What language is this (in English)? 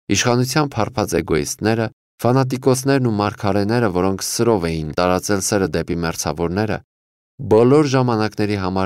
Armenian